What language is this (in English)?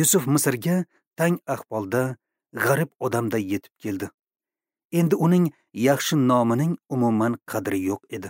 Uzbek